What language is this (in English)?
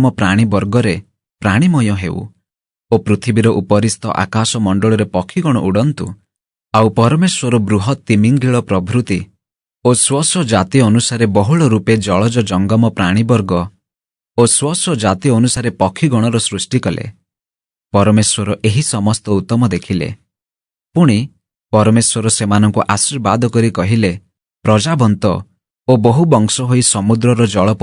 Odia